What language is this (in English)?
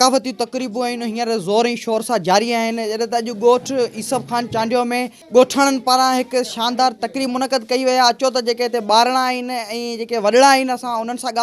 Sindhi